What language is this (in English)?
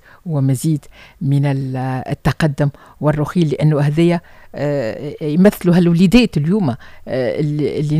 Tunisian Arabic